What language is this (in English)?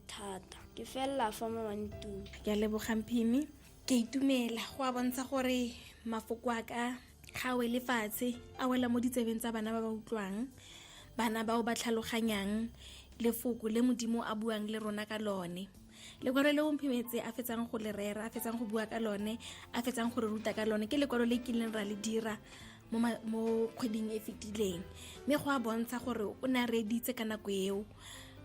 Tswana